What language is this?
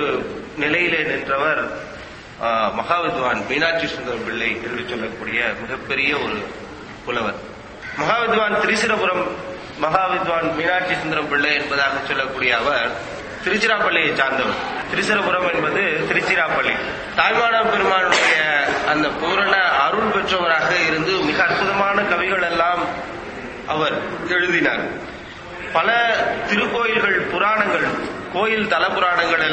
Tamil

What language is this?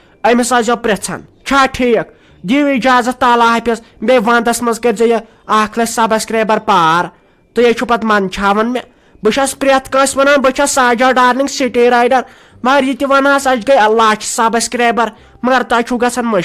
Kashmiri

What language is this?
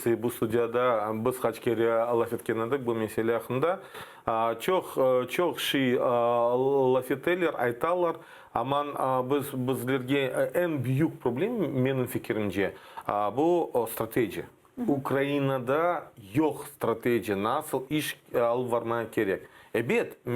Crimean Tatar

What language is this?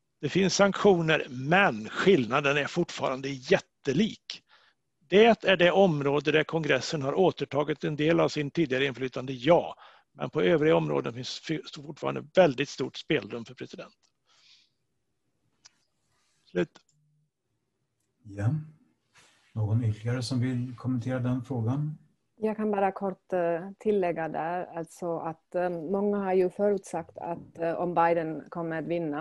Swedish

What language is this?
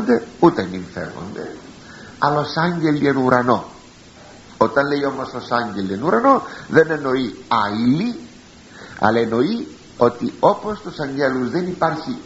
Greek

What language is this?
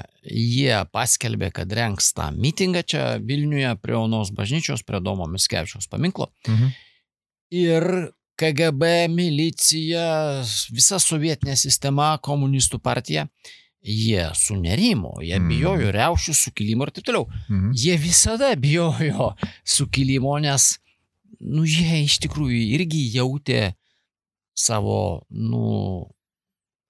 Lithuanian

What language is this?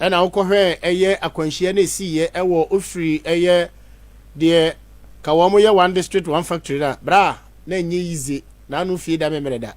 Akan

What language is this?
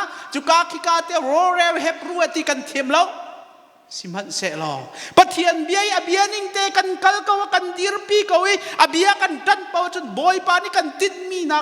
Hakha Chin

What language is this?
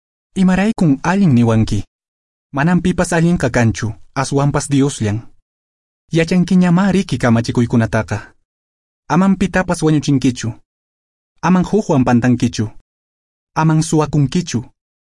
Quechua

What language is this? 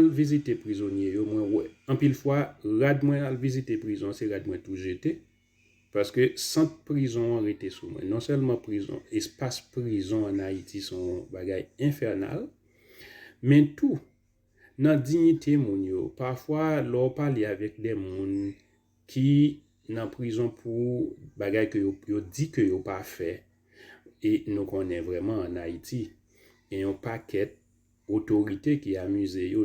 Haitian Creole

